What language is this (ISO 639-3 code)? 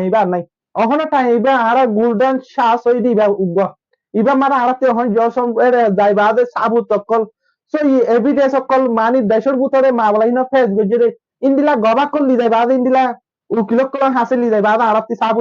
rhg